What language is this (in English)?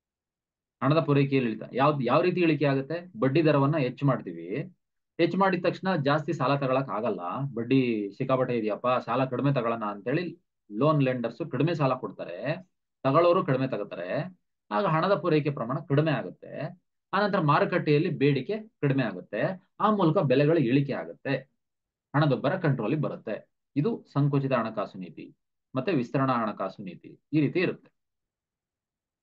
Kannada